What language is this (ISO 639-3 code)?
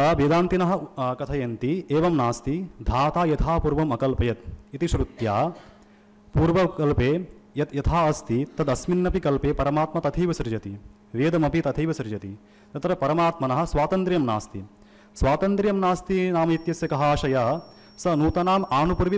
san